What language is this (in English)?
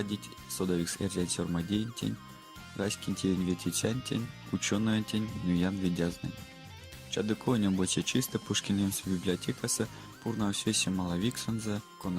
Erzya